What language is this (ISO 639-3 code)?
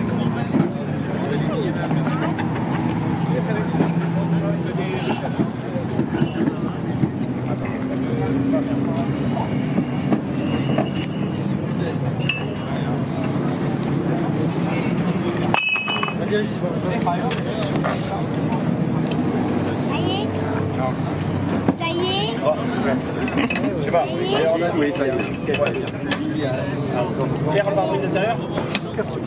fra